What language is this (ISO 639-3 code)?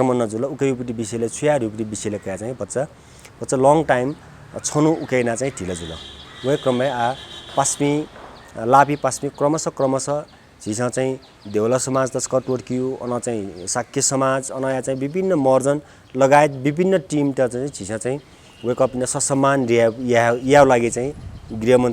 new